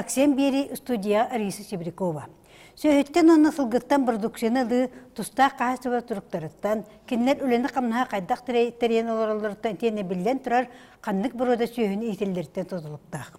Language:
Yakut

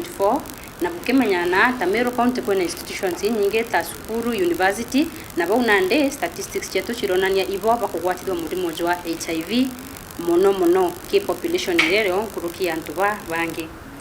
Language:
Meru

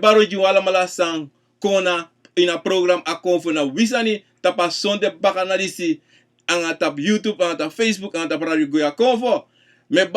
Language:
Sranan Tongo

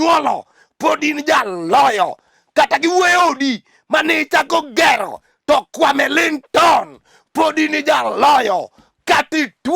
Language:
Luo (Kenya and Tanzania)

